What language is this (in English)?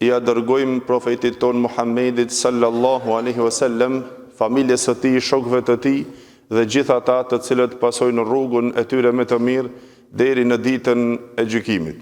Albanian